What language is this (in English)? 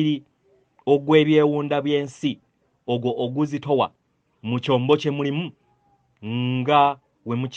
Ganda